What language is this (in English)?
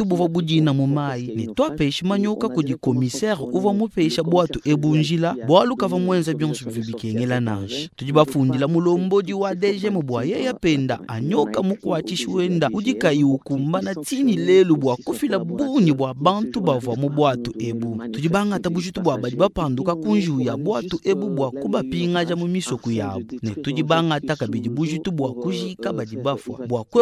Luba-Lulua